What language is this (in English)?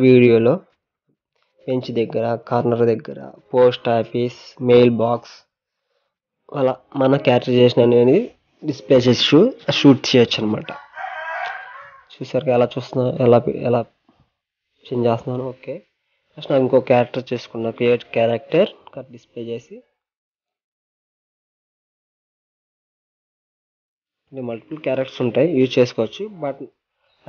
Telugu